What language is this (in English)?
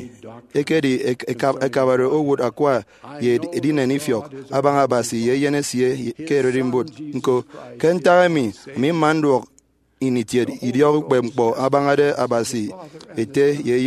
Efik